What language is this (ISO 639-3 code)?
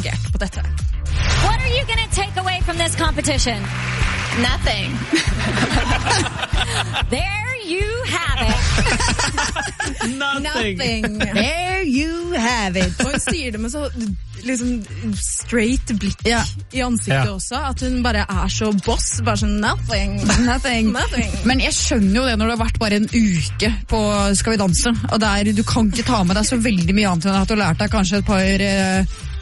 nor